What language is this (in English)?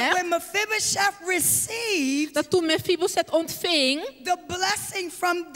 Dutch